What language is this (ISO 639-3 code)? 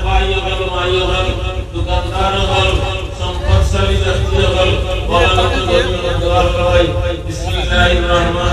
syl